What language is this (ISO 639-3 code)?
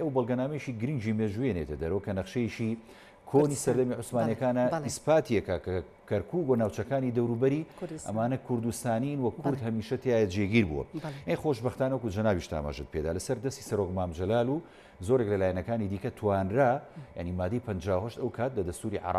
ckb